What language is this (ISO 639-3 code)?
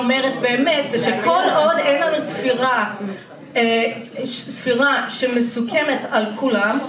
heb